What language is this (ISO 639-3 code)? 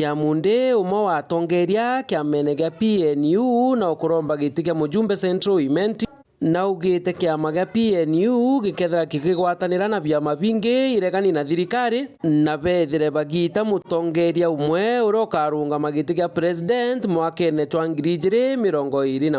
mer